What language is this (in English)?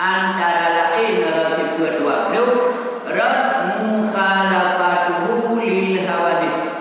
Achinese